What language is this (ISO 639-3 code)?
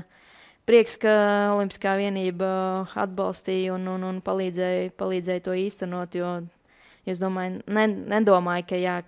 lav